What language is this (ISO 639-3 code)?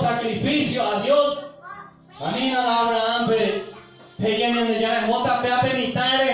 grn